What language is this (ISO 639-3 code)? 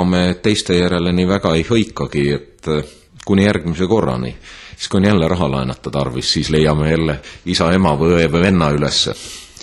est